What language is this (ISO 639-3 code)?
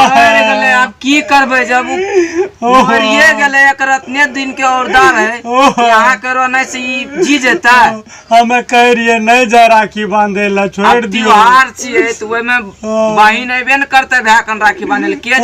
mai